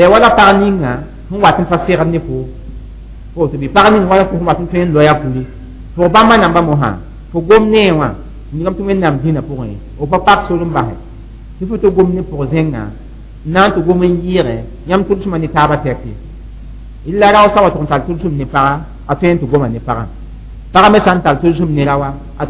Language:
Mossi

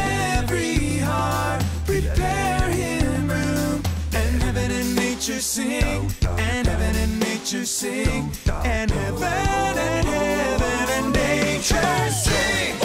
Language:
English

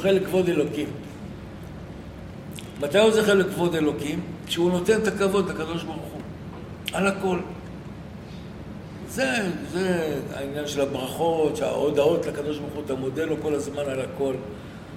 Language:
Hebrew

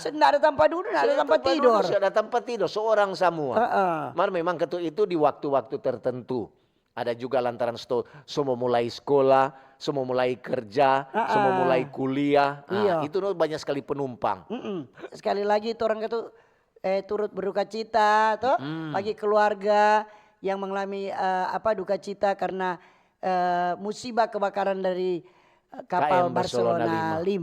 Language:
Manado Malay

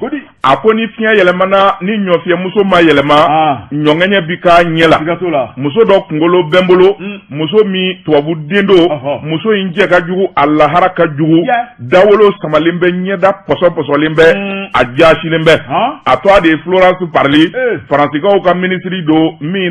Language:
Bambara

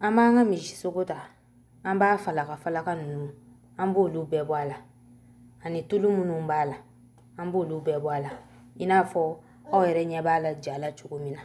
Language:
Bambara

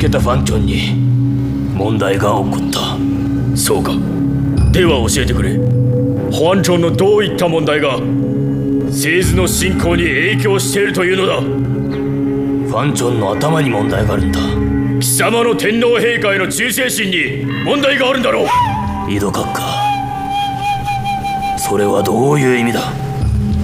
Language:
Japanese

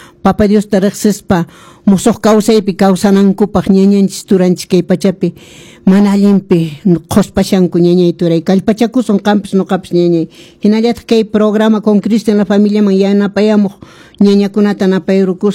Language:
Quechua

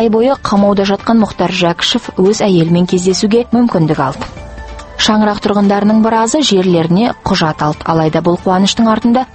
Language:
Kazakh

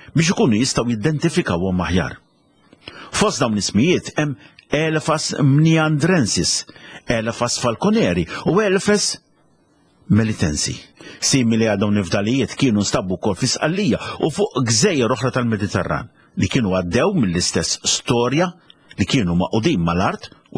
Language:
Maltese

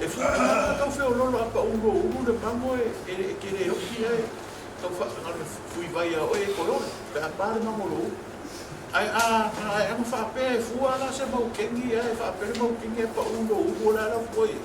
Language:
Samoan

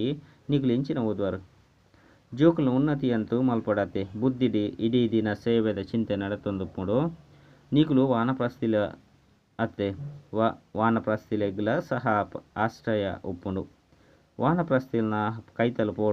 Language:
Tulu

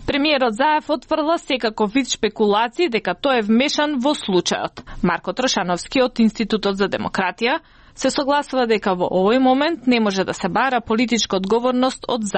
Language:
Macedonian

